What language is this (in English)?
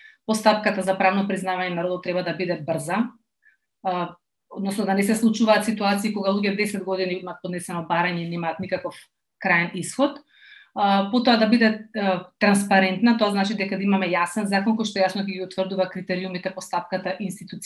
Macedonian